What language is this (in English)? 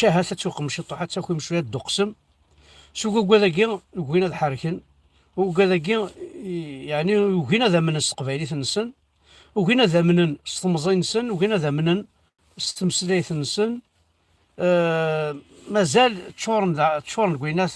Kabyle